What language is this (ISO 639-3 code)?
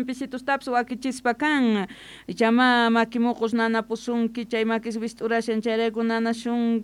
que